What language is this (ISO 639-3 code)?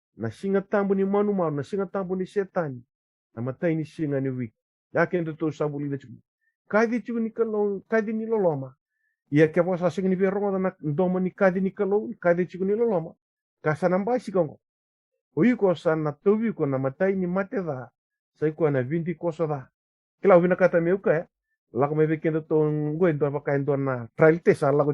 fij